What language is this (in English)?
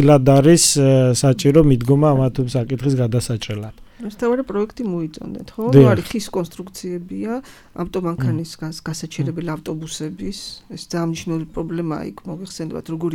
Georgian